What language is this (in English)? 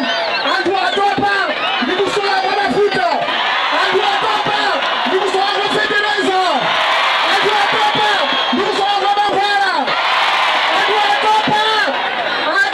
Nyanja